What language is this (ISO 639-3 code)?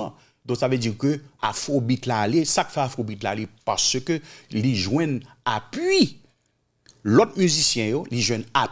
hat